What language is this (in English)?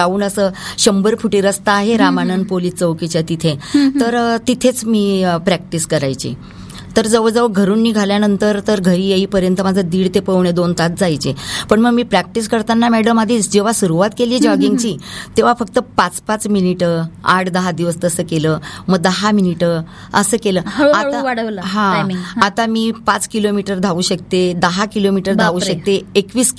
Marathi